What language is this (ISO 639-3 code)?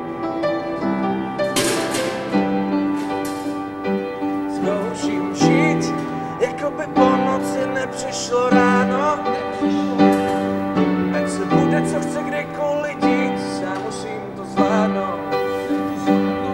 ces